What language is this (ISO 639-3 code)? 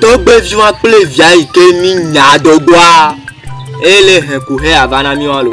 ewe